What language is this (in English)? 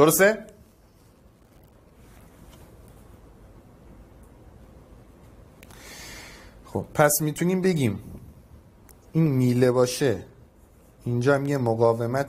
Persian